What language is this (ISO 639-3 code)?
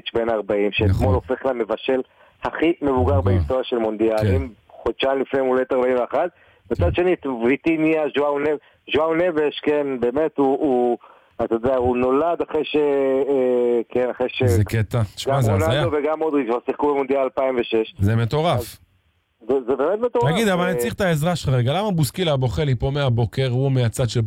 heb